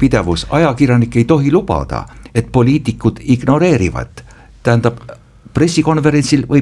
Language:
Estonian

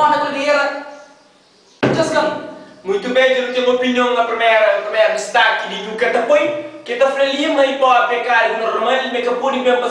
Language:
Kabuverdianu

